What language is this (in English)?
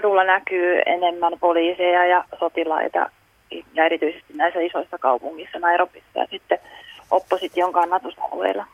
Finnish